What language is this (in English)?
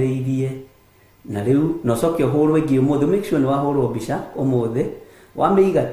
Kikuyu